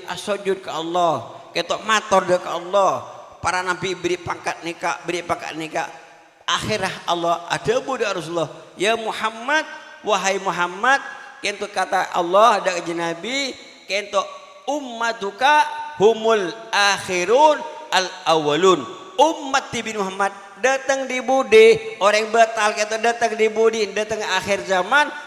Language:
Madurese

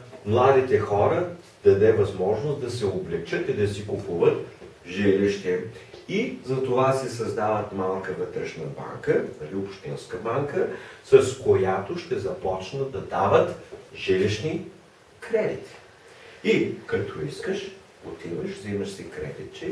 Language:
Bulgarian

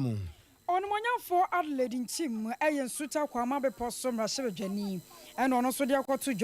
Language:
Akan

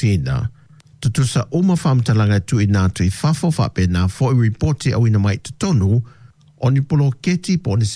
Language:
Samoan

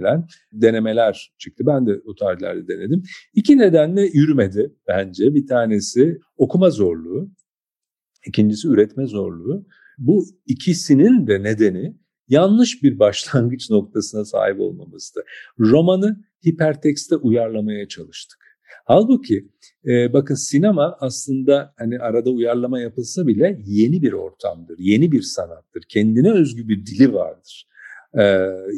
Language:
Turkish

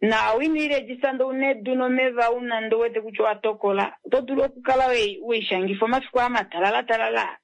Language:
Kuanyama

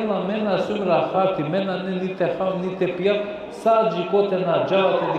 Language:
Balkan Romani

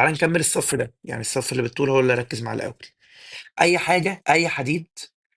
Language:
Egyptian Arabic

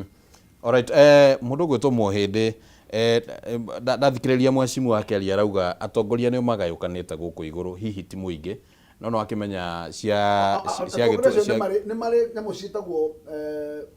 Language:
Kikuyu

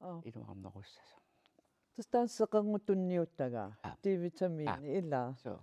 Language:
Kalaallisut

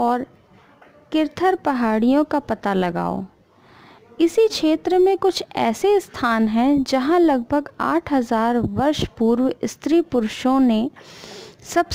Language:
Hindi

